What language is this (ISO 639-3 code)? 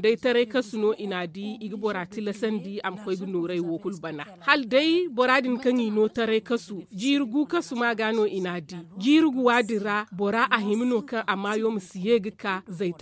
dje